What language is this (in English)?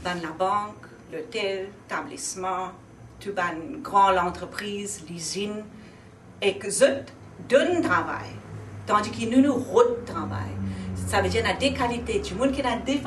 Morisyen